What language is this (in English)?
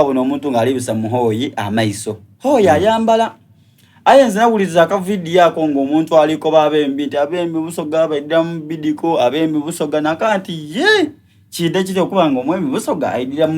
Soga